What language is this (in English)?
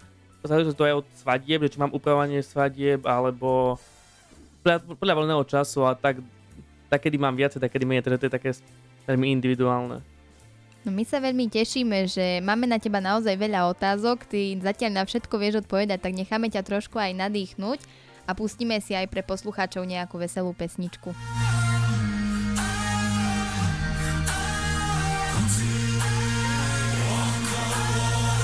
Slovak